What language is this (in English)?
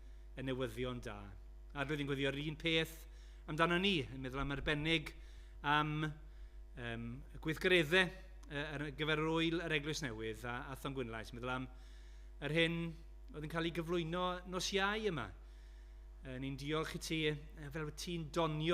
Welsh